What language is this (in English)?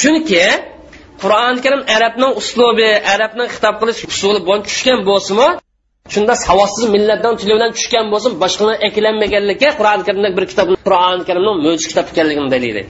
Uyghur